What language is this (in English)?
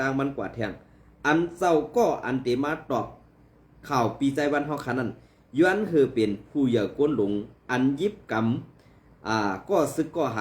Shan